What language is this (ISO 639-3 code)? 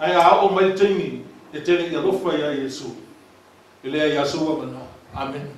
smo